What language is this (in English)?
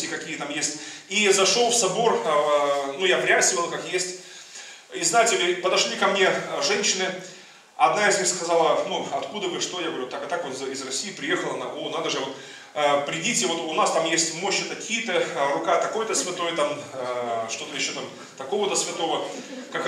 Russian